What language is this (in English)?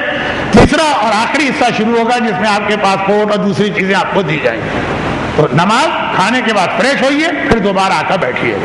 Urdu